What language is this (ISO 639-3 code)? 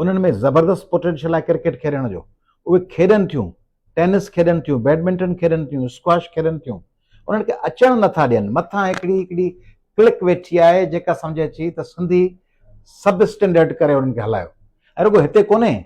snd